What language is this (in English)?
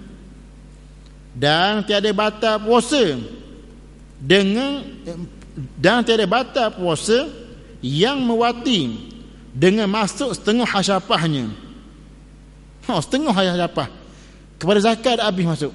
Malay